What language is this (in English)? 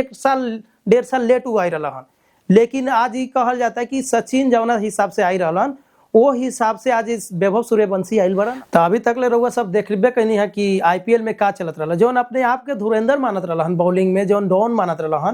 Bhojpuri